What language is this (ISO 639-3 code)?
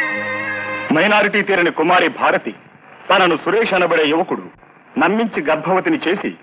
tel